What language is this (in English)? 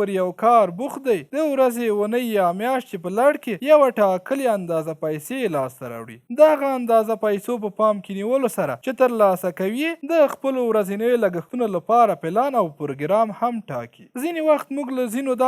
Pashto